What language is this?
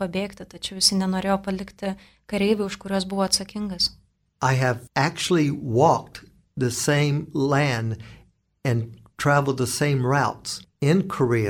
Lithuanian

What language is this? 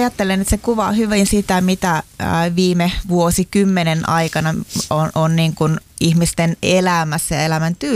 Finnish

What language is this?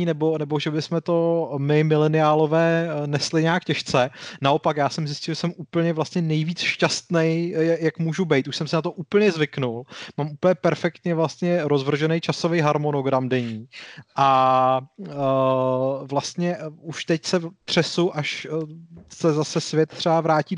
Czech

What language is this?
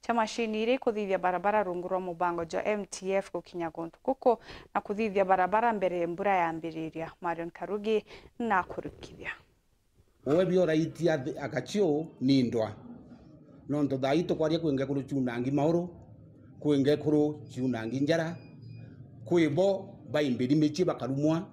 Meru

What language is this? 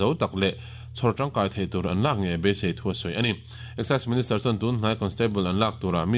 Mizo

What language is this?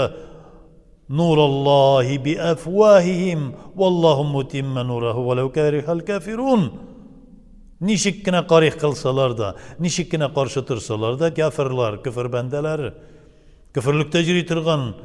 Tatar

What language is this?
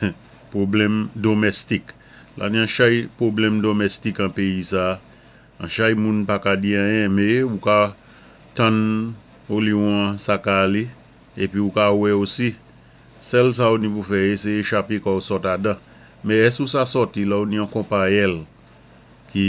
Saint Lucian Creole French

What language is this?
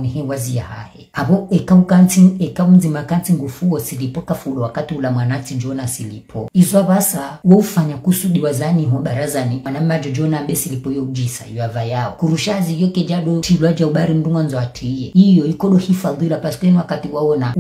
Ngazidja Comorian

